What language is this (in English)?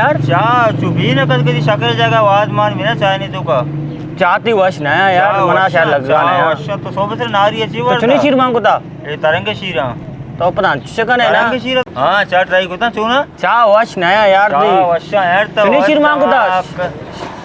Baluchi